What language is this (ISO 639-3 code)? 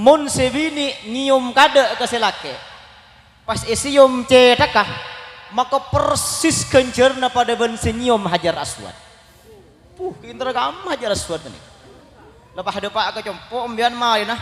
mad